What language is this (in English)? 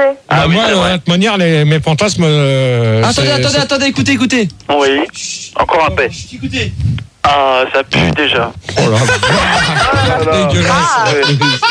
French